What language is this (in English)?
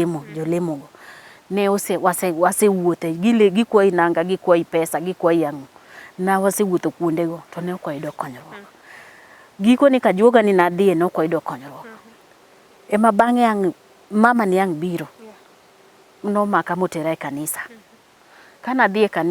Luo (Kenya and Tanzania)